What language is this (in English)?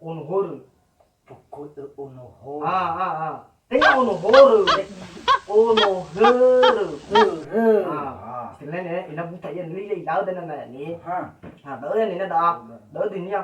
Nias